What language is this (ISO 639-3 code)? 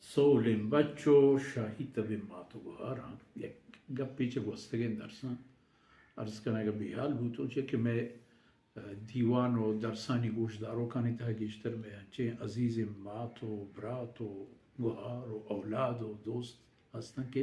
bal